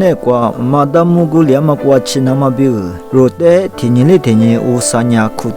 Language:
Lisu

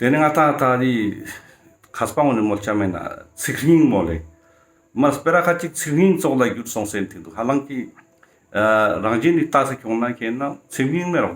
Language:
Ladakhi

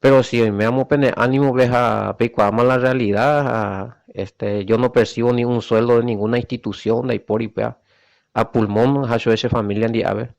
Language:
Guarani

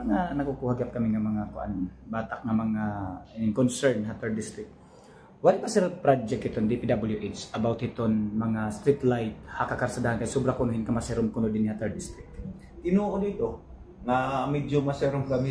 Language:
Waray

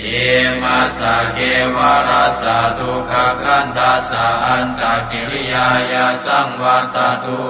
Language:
Pali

